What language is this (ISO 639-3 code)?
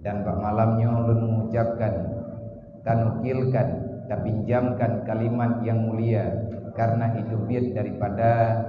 ace